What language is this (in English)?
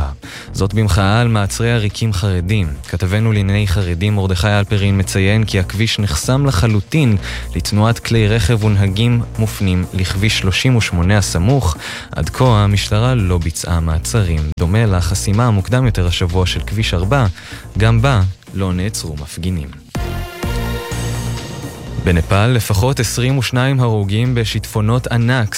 Hebrew